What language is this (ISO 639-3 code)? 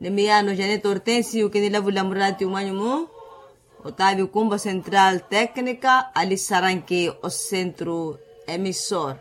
vmw